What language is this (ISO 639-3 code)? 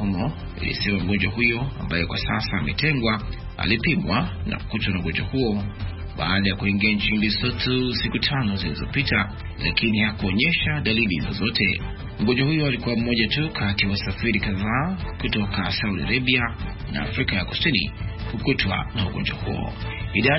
swa